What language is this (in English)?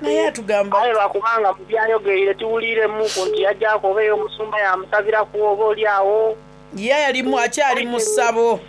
Soga